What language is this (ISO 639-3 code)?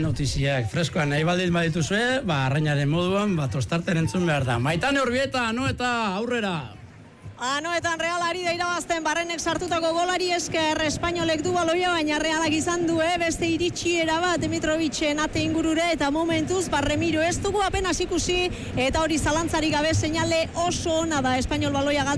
eus